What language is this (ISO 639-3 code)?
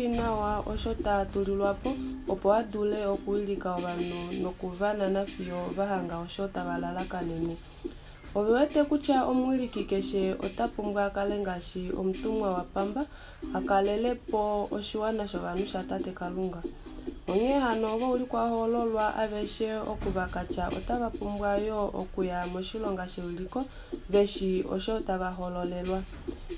kua